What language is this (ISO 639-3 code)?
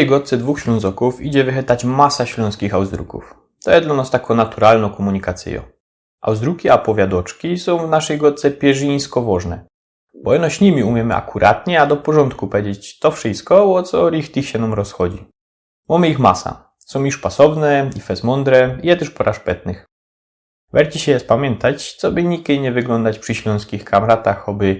szl